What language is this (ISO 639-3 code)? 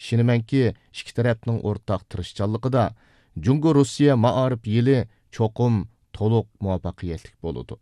uig